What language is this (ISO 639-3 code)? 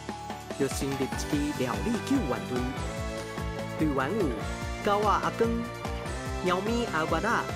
nan